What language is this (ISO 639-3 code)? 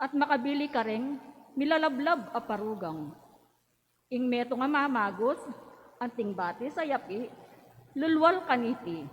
pam